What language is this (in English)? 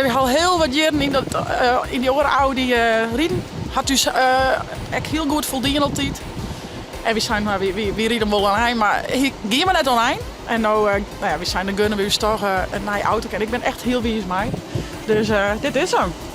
Western Frisian